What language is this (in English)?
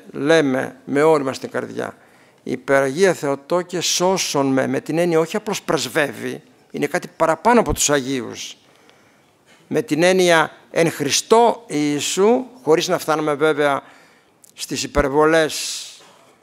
Greek